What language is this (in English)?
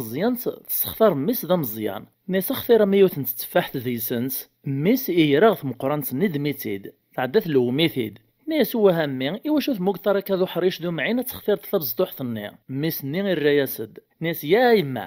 Kabyle